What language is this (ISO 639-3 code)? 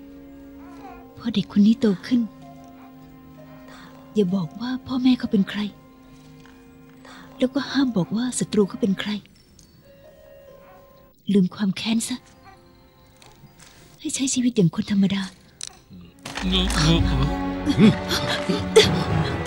tha